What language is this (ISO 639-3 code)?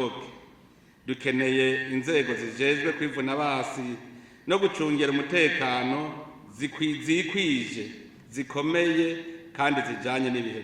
run